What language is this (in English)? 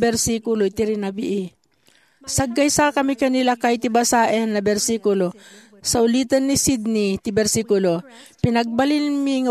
Iloko